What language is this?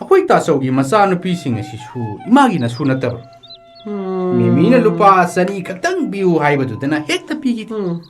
Manipuri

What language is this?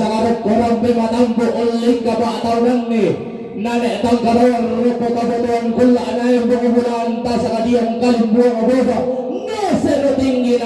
Toraja-Sa'dan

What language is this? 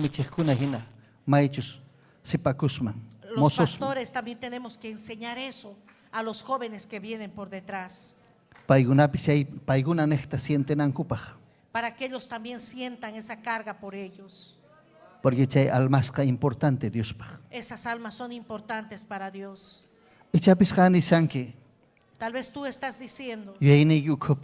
Ayacucho Quechua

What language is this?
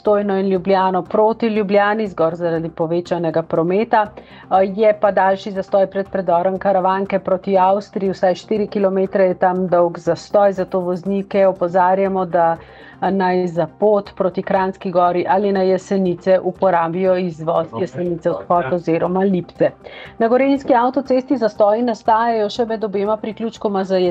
Slovenian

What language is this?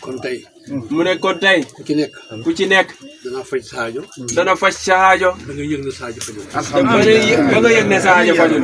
Wolof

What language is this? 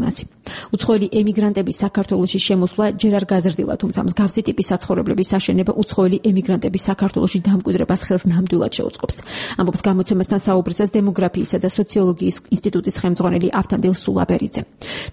Georgian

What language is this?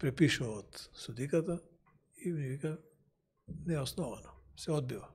Macedonian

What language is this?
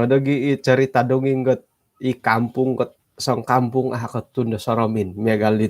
Central Dusun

